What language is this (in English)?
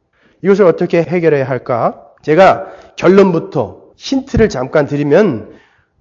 Korean